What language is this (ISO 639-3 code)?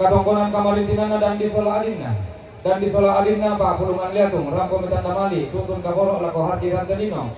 sda